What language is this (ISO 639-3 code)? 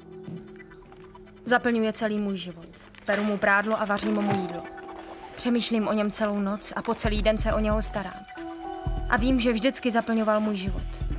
ces